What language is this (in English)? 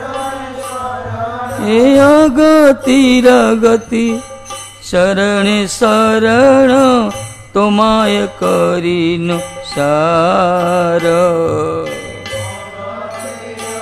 Odia